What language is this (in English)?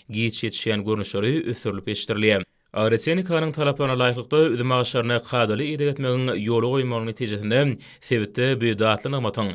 Turkmen